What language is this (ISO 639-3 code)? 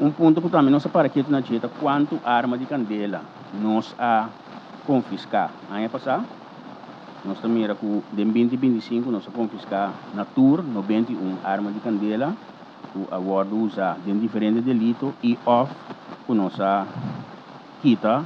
pap